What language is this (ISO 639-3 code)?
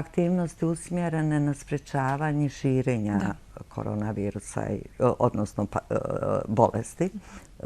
bos